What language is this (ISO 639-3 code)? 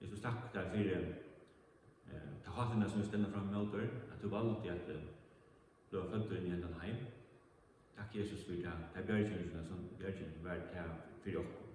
fao